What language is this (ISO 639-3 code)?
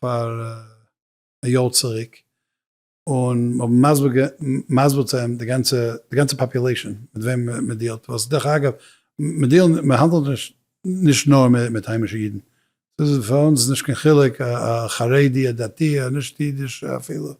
yid